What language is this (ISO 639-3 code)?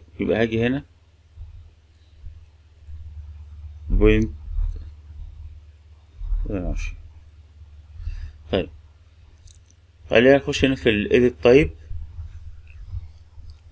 arz